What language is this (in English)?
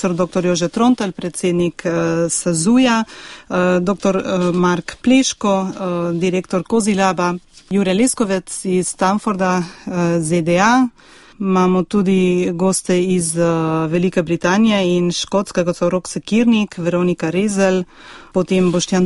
Slovenian